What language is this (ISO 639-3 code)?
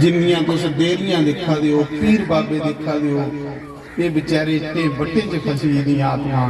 doi